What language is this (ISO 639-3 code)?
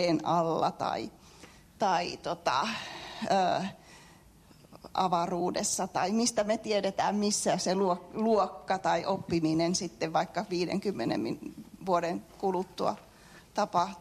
fin